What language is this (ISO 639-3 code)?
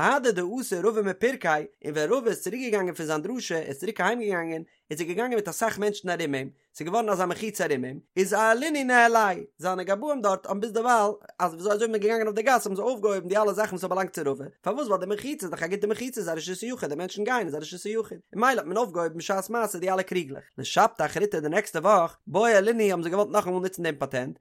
yid